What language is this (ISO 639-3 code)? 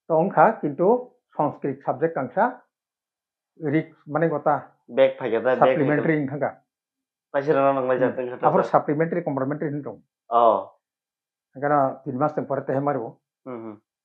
trp